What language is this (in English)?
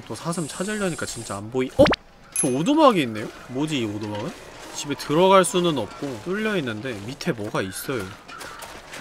Korean